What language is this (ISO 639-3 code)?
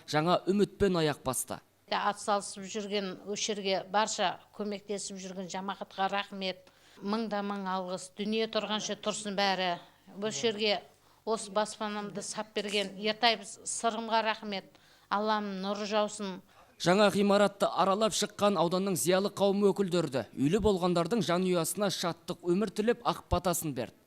kaz